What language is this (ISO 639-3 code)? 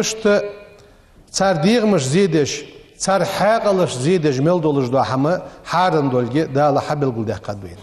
inh